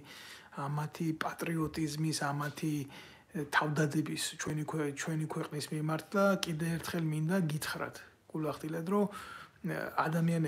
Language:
Georgian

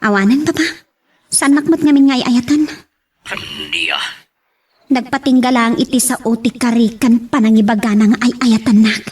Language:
Iloko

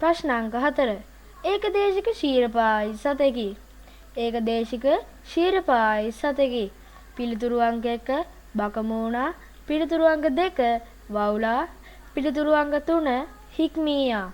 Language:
Sinhala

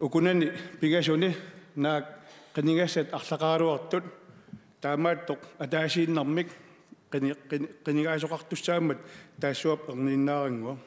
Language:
Kalaallisut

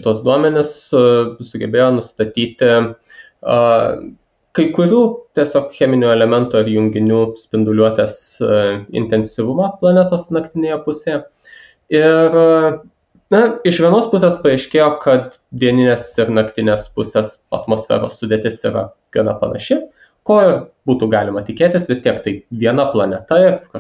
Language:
Lithuanian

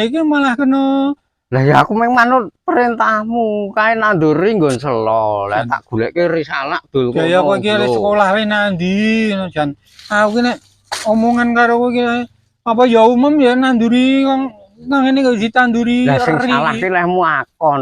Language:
Javanese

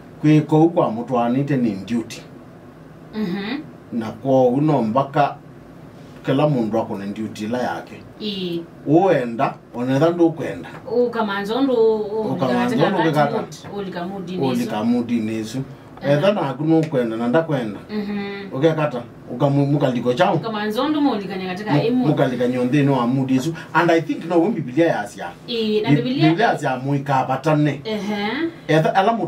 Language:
Kamba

